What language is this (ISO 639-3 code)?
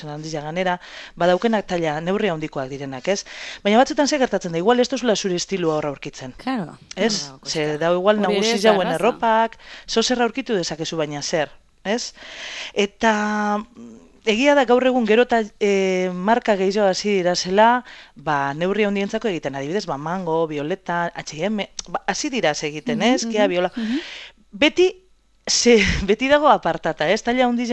eus